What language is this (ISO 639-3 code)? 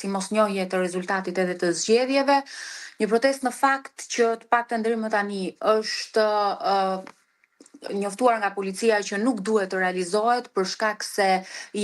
sqi